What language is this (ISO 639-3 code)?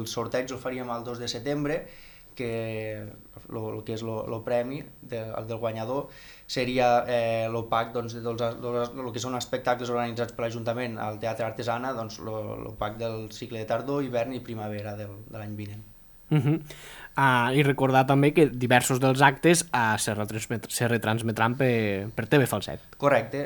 cat